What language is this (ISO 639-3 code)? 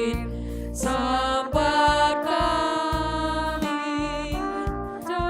btx